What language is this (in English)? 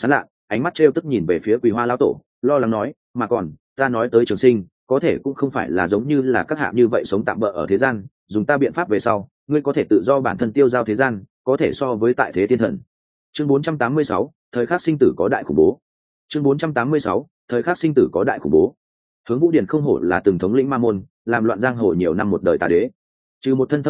Vietnamese